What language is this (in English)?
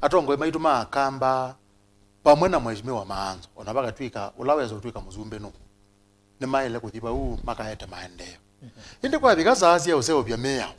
Kamba